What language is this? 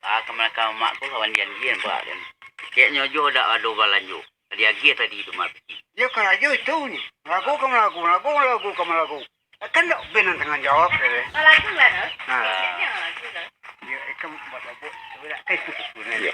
Minangkabau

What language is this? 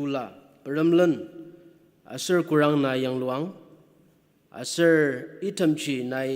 Ao Naga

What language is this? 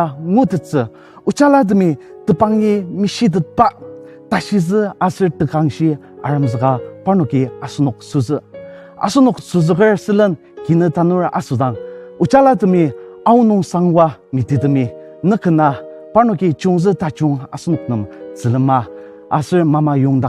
Ao Naga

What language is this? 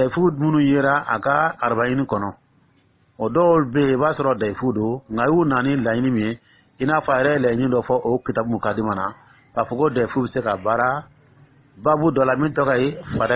Dyula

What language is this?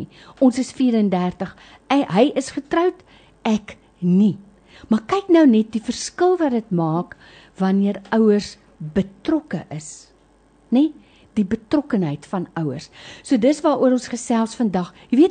Afrikaans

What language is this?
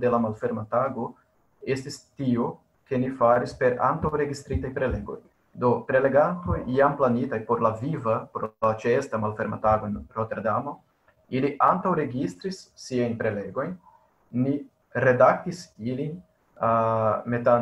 Esperanto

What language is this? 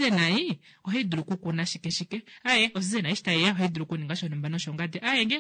Kuanyama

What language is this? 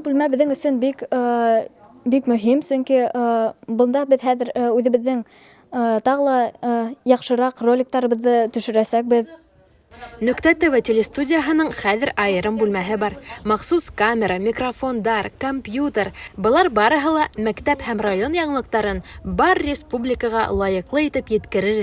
Bashkir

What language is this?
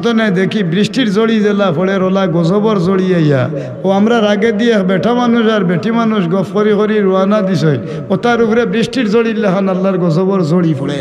Sylheti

